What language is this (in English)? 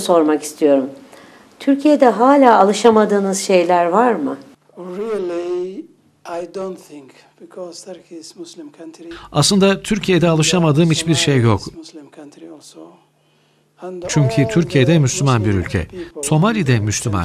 Turkish